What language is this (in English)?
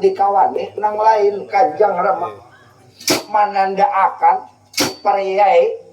Banjar